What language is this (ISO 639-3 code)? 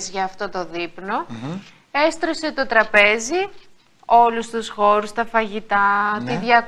ell